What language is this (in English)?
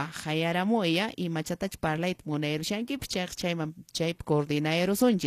Quechua